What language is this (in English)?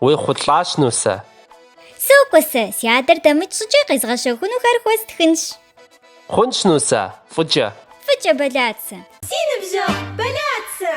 Kabardian